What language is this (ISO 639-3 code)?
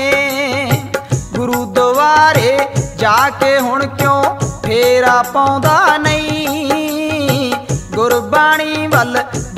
pan